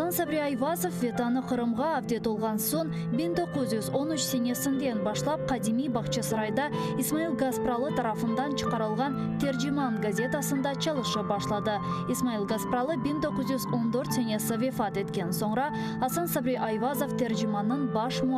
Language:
Crimean Tatar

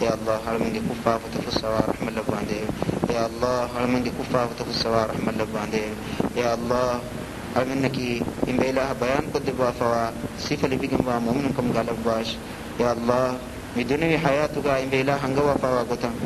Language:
Divehi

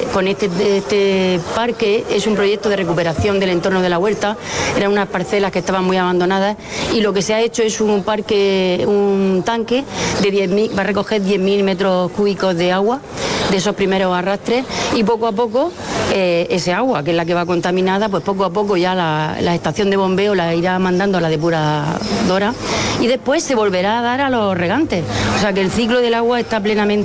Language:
Spanish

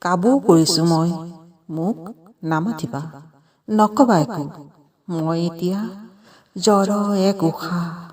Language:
Assamese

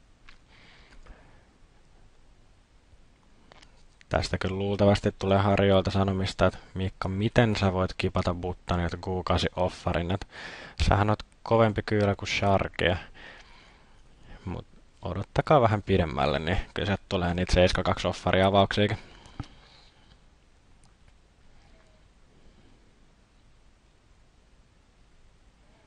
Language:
Finnish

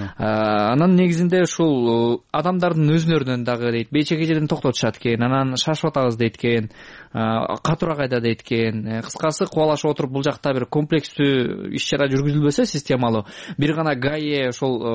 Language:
Kyrgyz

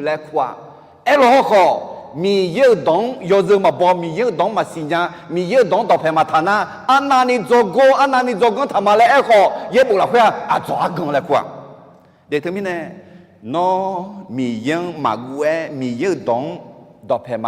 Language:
Akha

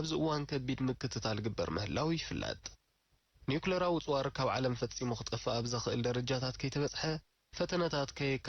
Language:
Tigrinya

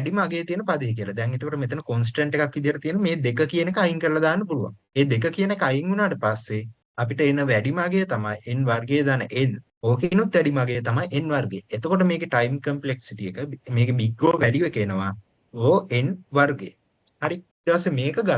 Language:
Sinhala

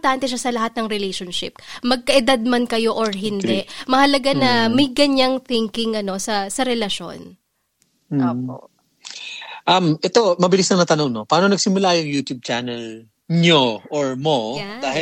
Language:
Filipino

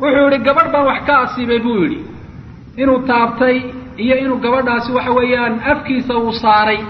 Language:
Somali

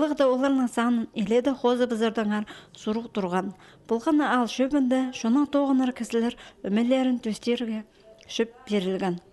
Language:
Khakas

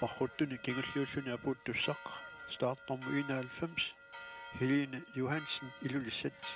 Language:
Kalaallisut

